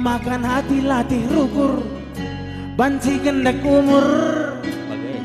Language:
Batak Karo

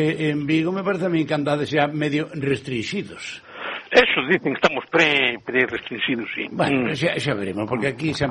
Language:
Galician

